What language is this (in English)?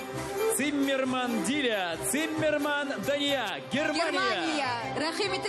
Bashkir